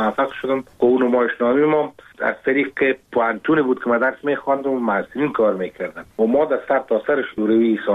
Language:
Persian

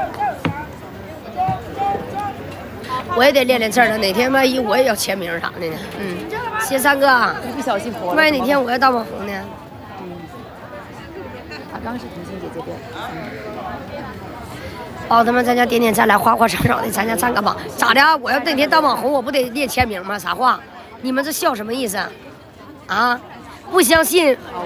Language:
Chinese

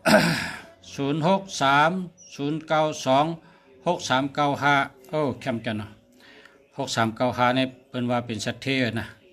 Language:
Shan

